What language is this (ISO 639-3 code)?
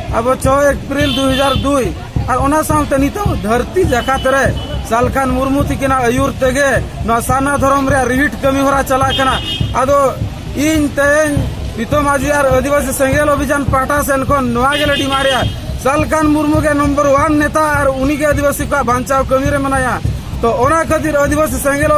sat